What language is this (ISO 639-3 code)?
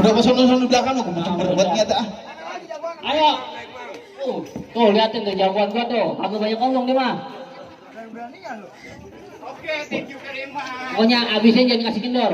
bew